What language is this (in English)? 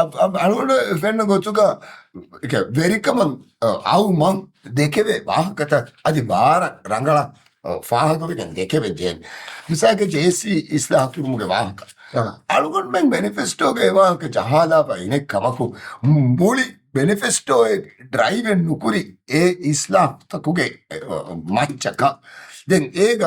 Divehi